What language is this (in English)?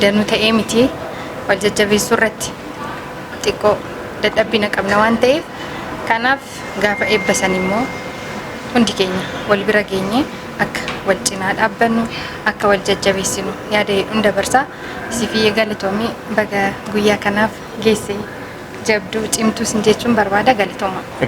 Oromo